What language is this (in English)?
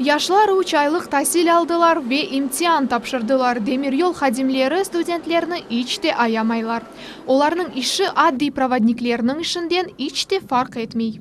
Crimean Tatar